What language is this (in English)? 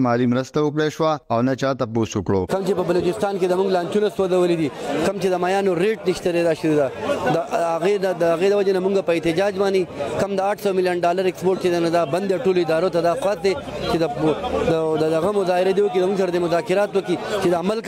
Pashto